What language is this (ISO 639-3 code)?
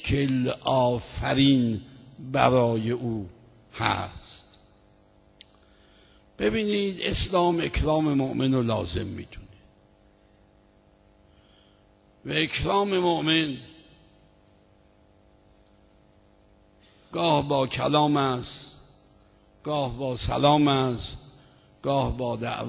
fas